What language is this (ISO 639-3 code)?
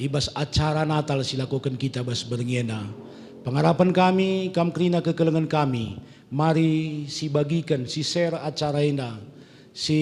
btx